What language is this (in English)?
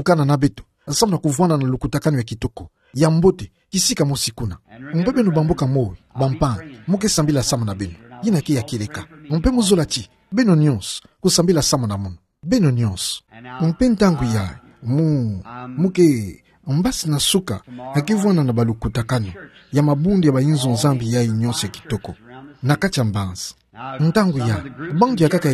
Kituba (Democratic Republic of Congo)